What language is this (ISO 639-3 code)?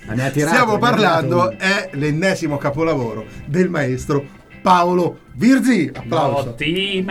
ita